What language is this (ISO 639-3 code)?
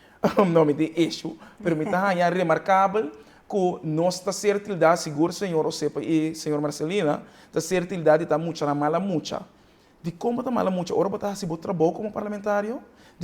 pap